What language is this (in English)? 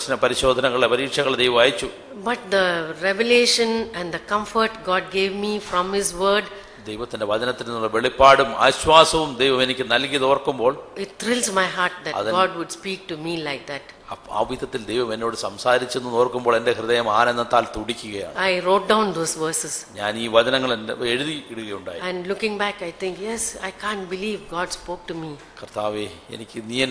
Malayalam